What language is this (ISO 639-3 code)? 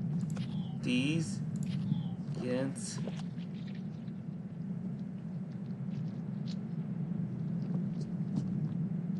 hun